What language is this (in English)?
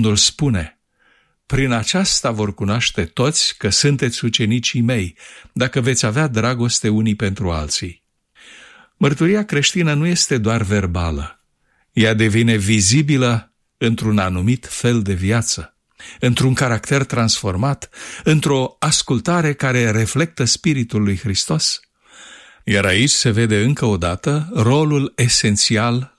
Romanian